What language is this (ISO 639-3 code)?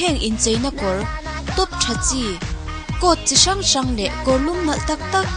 lus